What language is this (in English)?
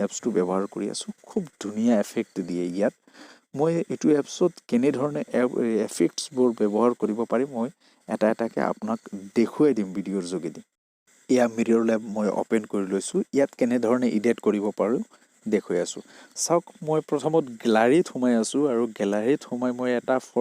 Assamese